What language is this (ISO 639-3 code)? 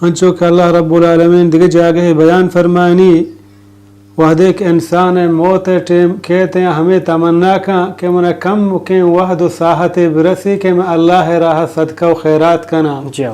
bal